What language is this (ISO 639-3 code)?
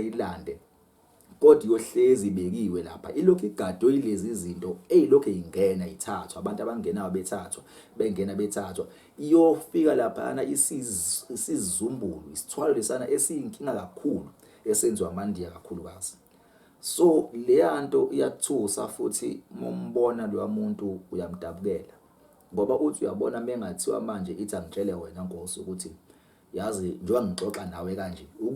zul